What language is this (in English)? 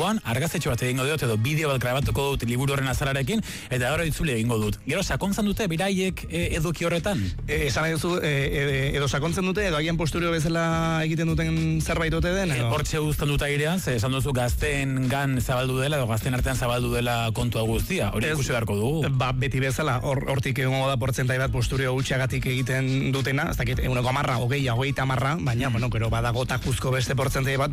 Basque